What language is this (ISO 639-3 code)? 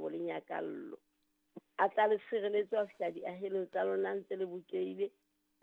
sot